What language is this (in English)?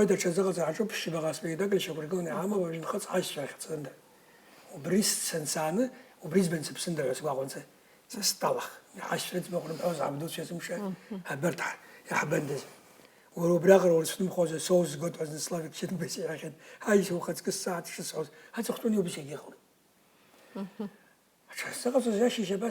Abkhazian